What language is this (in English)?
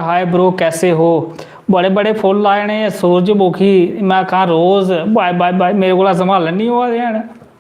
Dogri